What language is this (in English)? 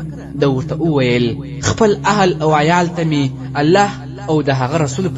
Pashto